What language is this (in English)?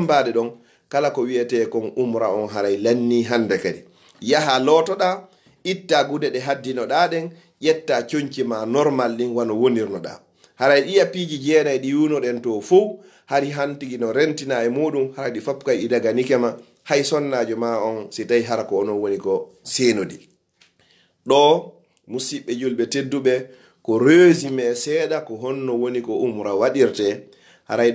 Fula